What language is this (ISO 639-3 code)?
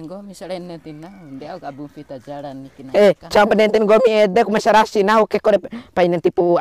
bhp